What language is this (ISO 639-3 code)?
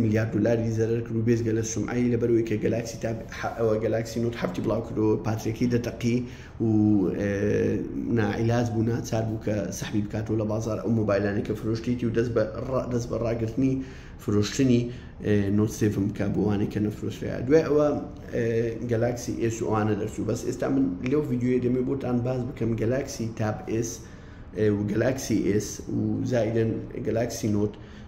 ckb